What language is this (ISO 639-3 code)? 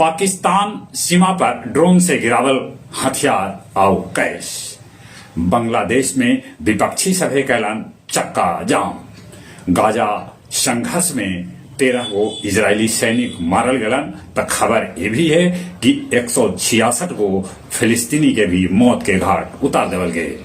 mag